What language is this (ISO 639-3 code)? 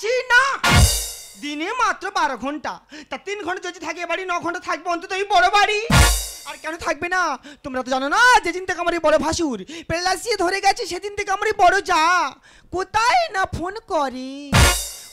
ben